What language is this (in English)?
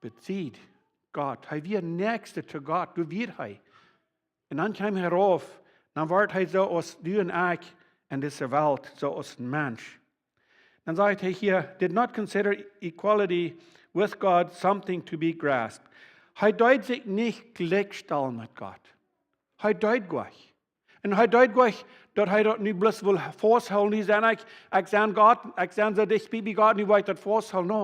Plautdietsch